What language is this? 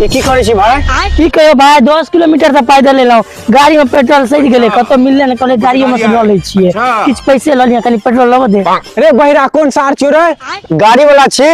Maithili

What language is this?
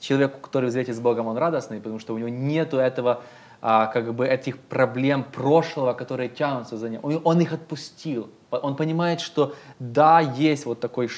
Russian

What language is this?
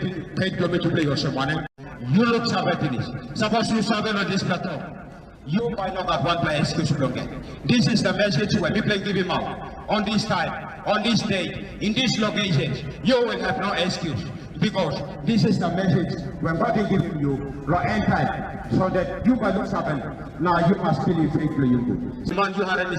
Tok Pisin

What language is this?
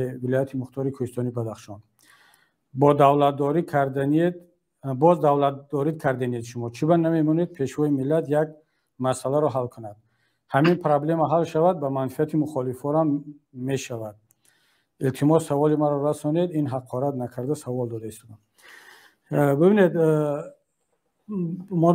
Tajik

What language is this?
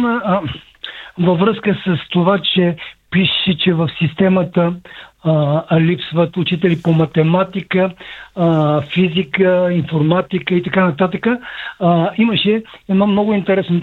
Bulgarian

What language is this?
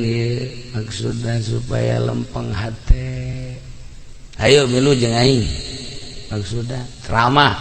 Sundanese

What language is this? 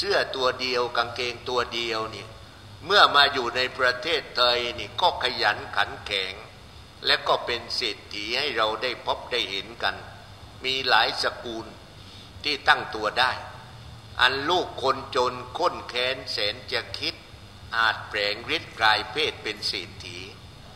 Thai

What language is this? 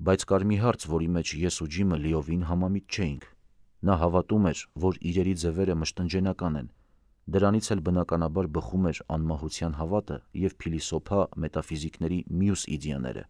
Armenian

